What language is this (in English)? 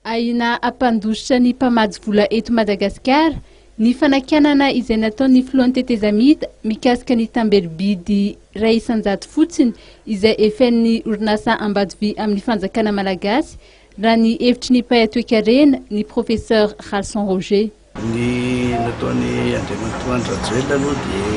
Malagasy